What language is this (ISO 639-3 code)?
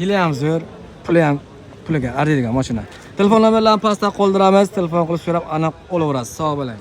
uzb